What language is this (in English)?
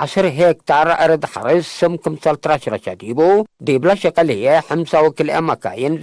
Tigre